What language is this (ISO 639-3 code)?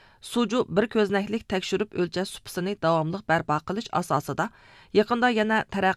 uig